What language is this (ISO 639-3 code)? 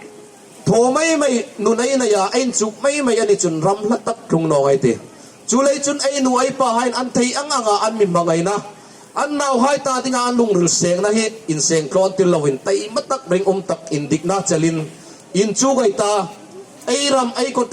hmr